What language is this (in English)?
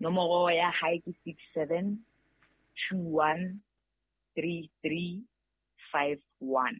Southern Sotho